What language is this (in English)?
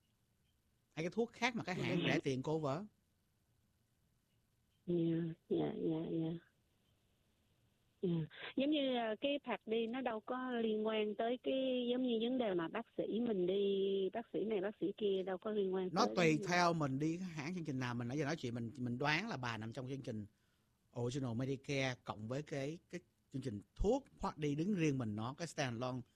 Vietnamese